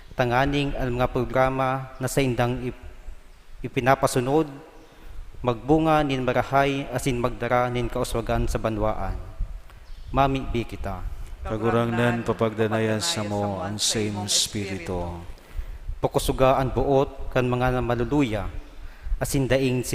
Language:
Bikol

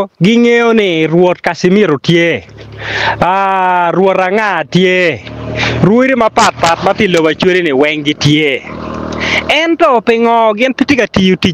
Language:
Acoli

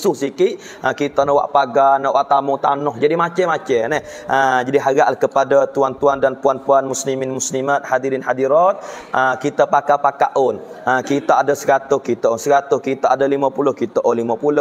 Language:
Pattani Malay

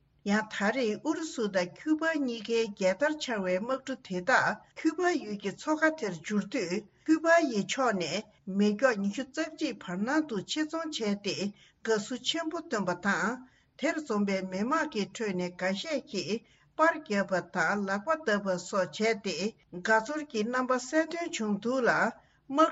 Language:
Tibetan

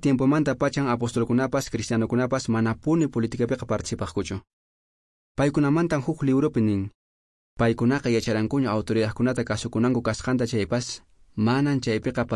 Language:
Quechua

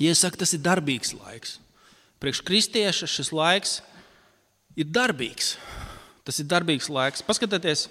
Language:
Latvian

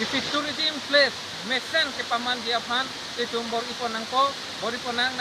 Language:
Karbi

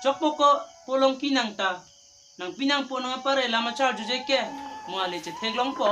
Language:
Karbi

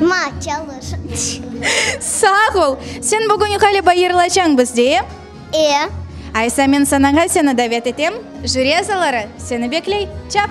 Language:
Crimean Tatar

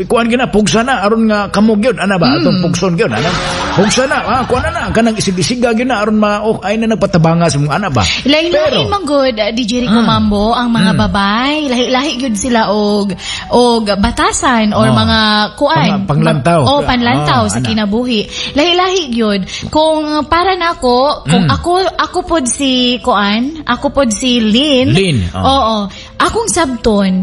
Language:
Cebuano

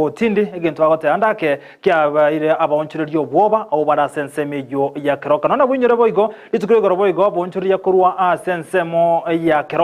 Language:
Gusii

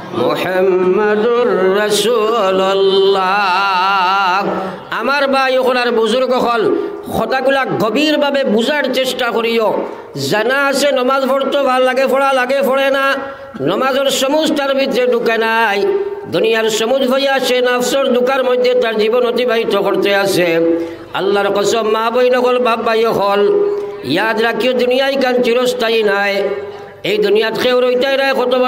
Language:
Sylheti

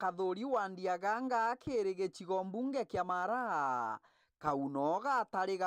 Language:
Meru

